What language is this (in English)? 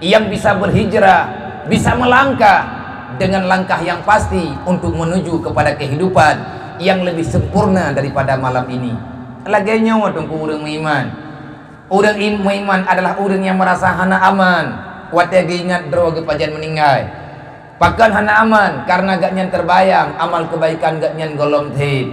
Achinese